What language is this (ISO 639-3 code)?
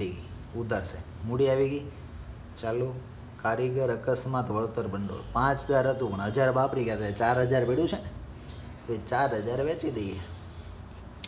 guj